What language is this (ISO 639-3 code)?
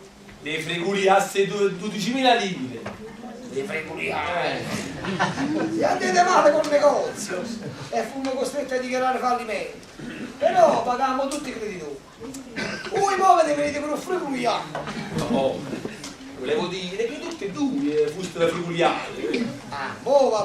nap